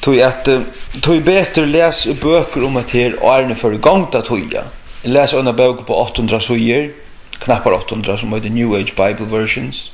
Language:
Faroese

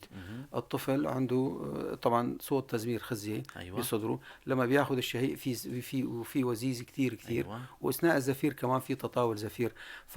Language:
North Levantine Arabic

